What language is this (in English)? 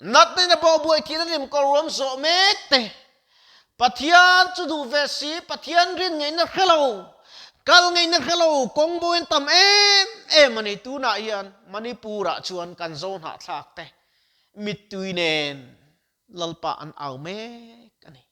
Mizo